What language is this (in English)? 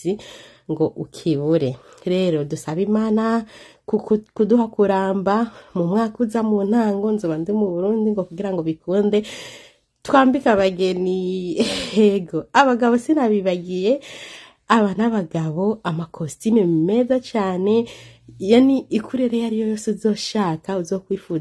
Rundi